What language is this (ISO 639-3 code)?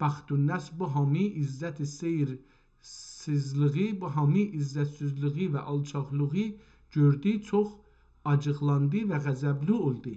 azb